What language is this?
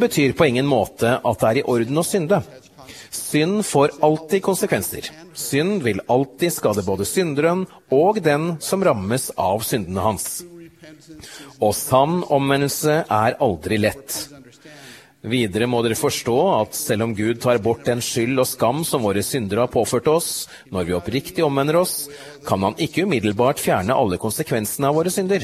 Norwegian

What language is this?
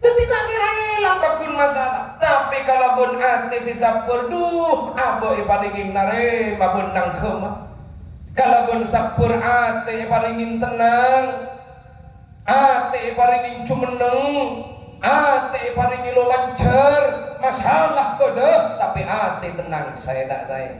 Madurese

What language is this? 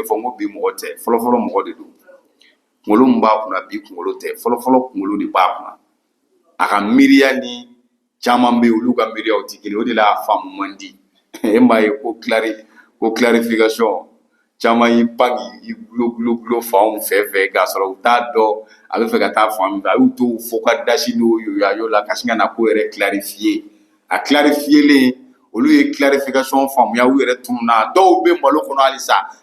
Bambara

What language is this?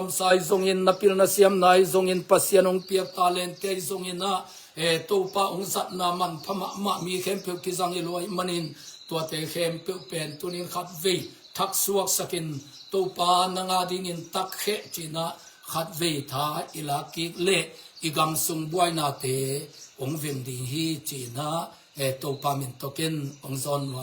Tedim Chin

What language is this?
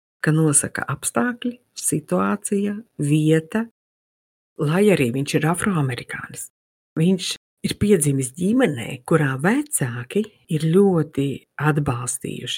Latvian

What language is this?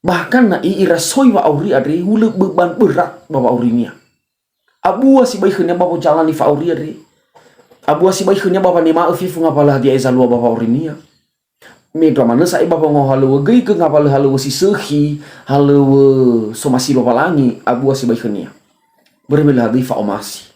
Nias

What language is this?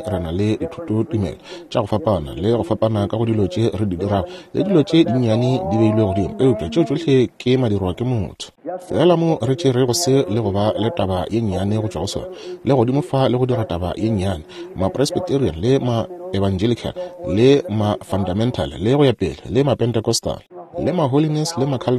Northern Sotho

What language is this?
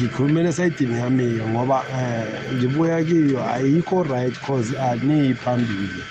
South Ndebele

